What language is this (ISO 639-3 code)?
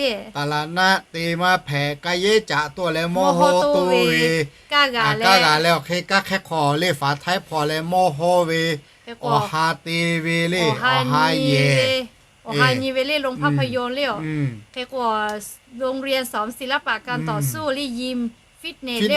lhu